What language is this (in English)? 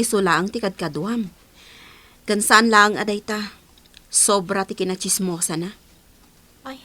Iloko